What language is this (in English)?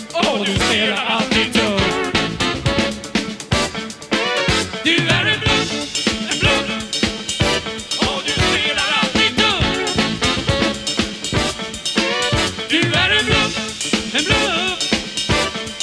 Swedish